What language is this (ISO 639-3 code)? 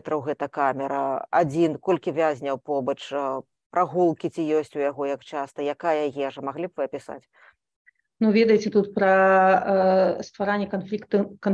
bel